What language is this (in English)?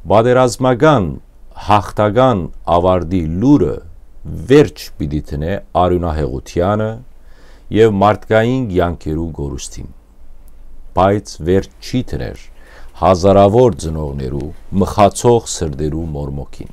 Western Armenian